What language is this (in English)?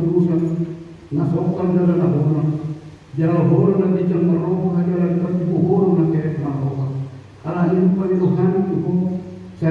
Batak Toba